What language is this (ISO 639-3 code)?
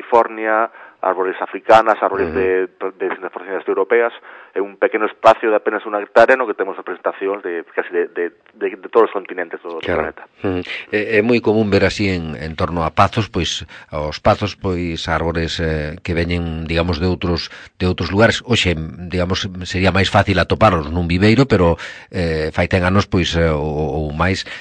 glg